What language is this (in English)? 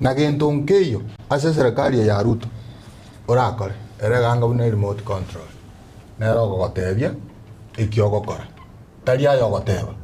Gusii